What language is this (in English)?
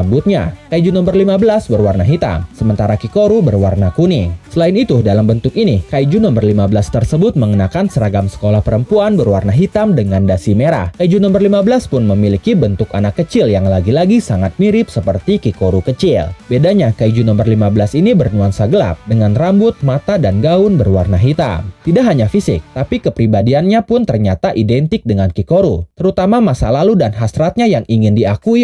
Indonesian